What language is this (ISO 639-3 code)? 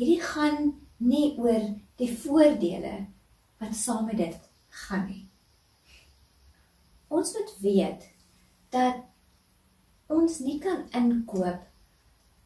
afr